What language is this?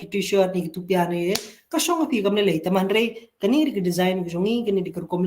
Khasi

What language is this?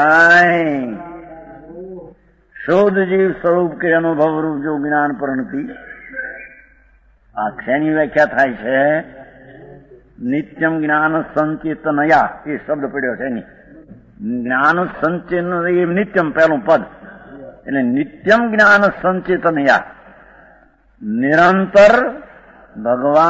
Gujarati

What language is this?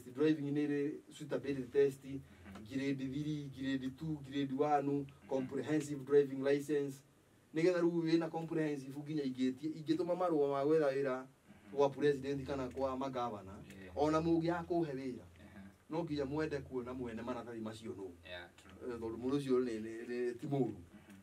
Kikuyu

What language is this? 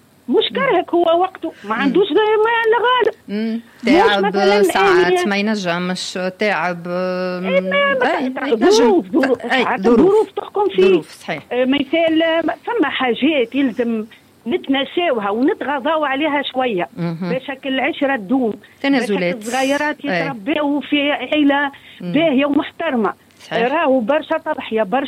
Tunisian Arabic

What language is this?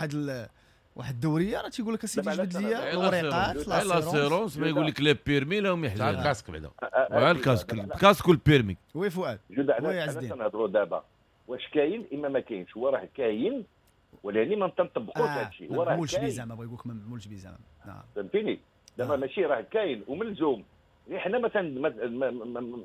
Moroccan Arabic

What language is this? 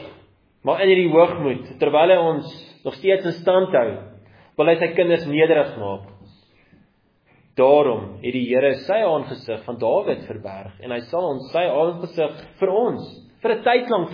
Afrikaans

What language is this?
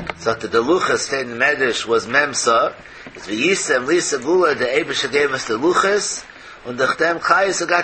Yiddish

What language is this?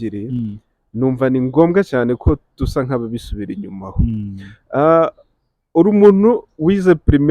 Kinyarwanda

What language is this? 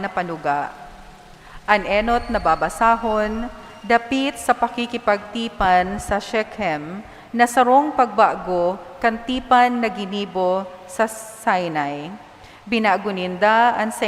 Bikol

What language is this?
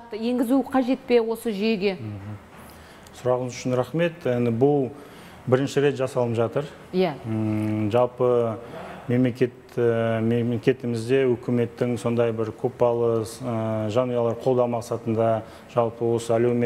Kazakh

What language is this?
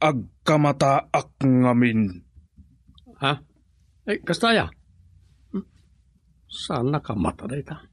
Iloko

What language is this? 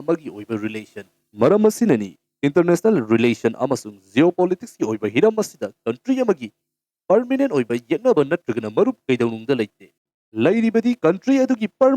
Manipuri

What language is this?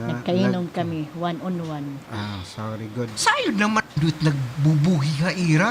Waray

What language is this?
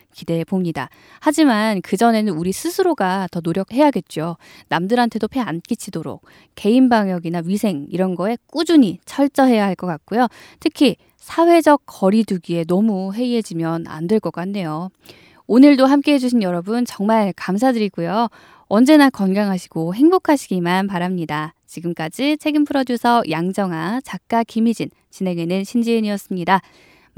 Korean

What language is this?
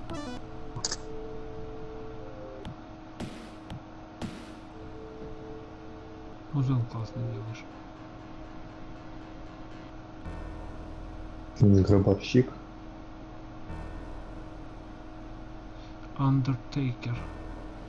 Russian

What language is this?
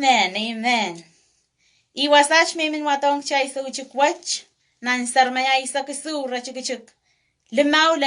Pohnpeian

